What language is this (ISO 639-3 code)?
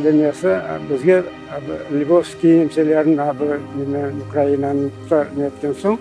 crh